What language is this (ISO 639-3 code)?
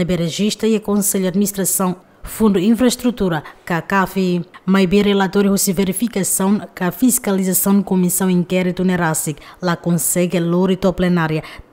tet